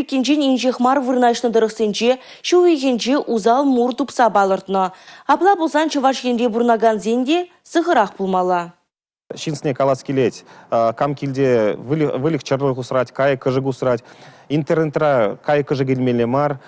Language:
Chuvash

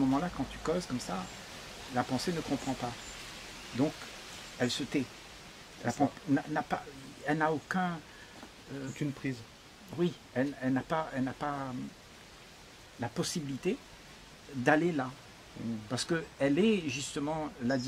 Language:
French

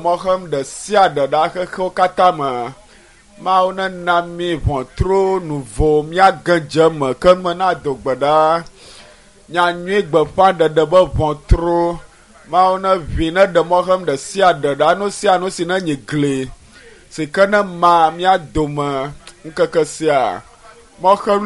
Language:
Ewe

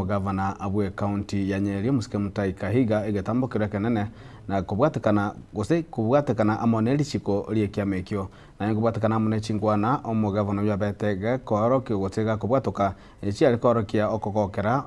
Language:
Gusii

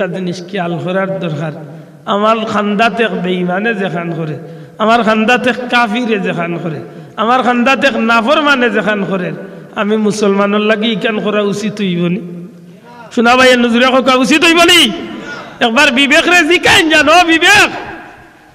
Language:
Sylheti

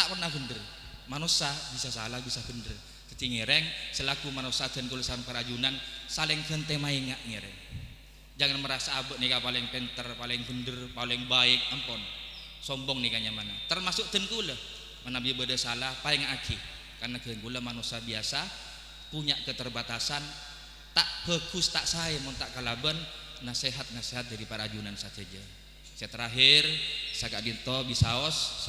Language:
Madurese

